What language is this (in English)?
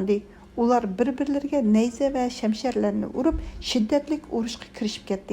Uyghur